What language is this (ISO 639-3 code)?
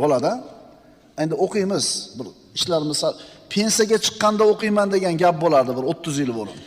uzb